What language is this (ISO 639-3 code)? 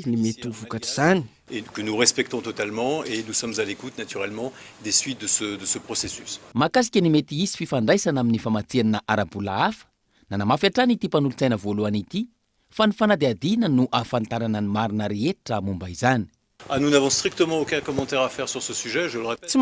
mlg